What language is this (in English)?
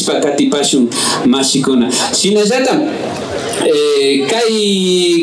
Imbabura Highland Quichua